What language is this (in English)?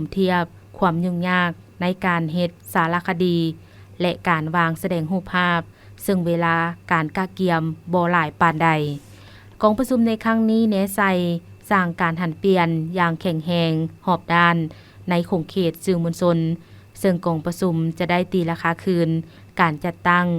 Lao